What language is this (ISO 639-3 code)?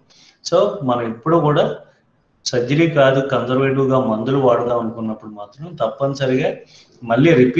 tel